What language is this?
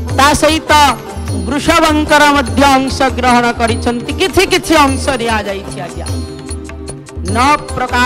Odia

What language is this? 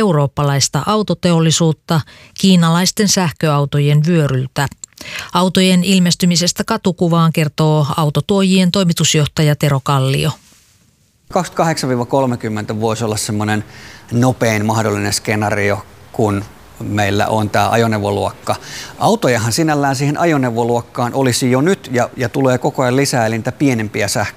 Finnish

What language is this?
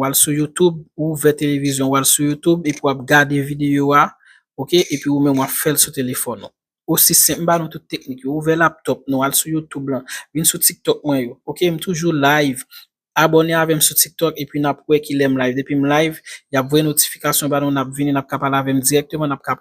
Haitian Creole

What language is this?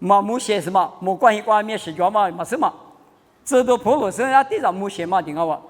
Lisu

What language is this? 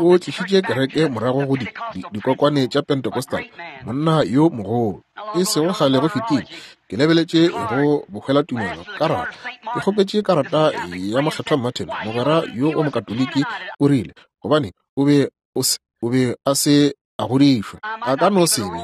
Northern Sotho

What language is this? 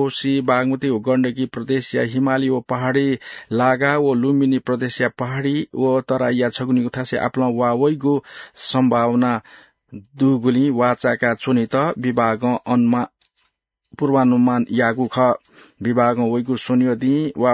Newari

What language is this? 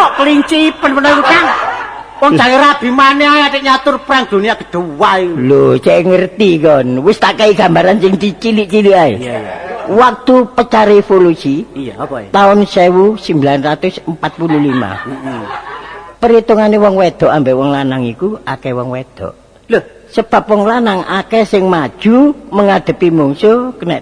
Javanese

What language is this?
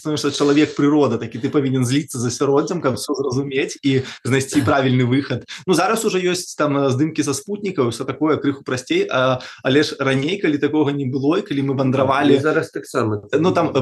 Belarusian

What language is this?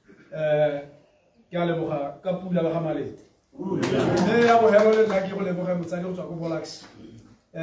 Tswana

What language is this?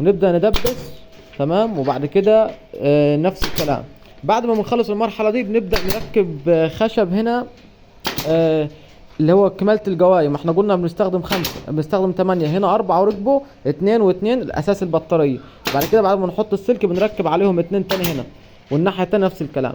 Egyptian Arabic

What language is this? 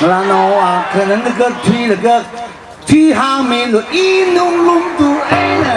Tangkhul Naga (India)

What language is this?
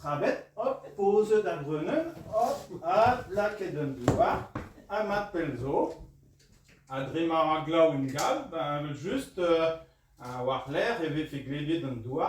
Breton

